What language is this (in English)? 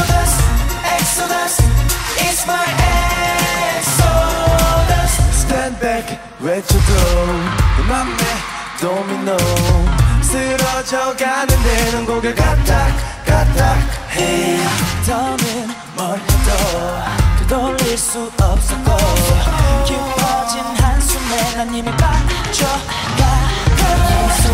Korean